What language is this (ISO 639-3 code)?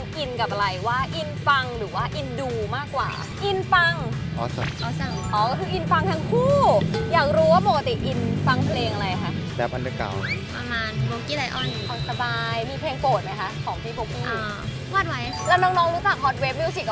tha